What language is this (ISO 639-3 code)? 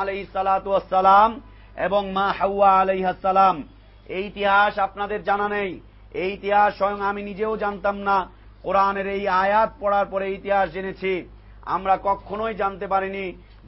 ben